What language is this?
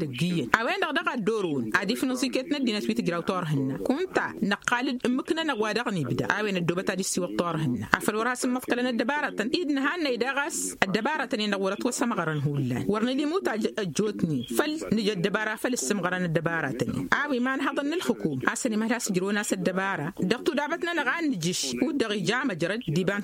Tamasheq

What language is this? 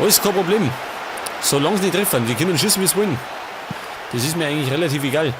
Bavarian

